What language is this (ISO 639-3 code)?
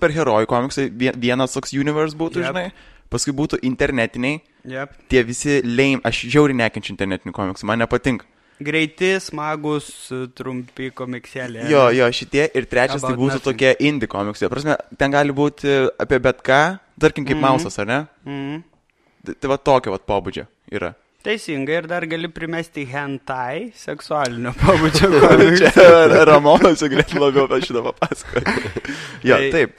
lit